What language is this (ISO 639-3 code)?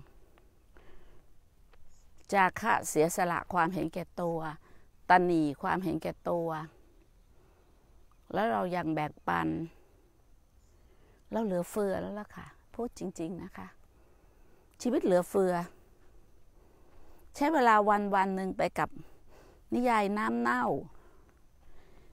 tha